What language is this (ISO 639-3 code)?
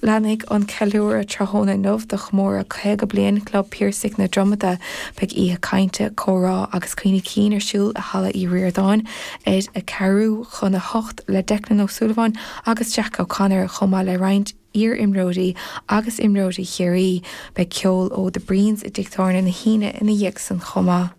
gle